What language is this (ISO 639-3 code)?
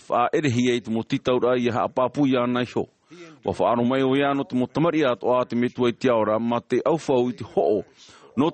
tah